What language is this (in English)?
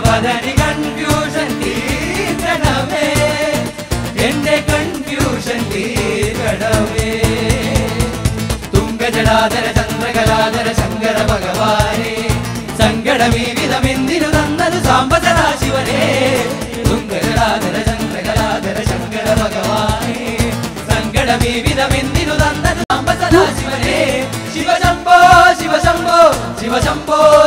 Malayalam